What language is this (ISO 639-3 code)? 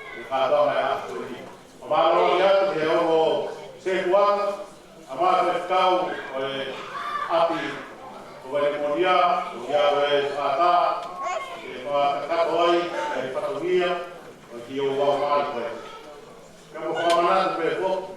ton